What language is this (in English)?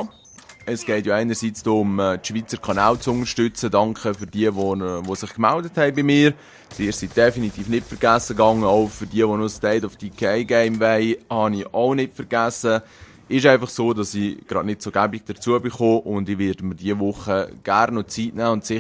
Swiss German